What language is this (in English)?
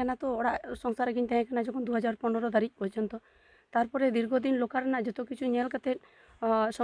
Santali